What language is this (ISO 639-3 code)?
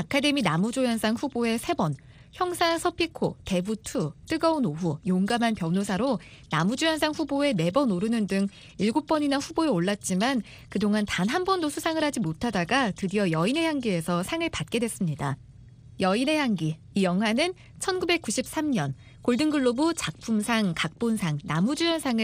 kor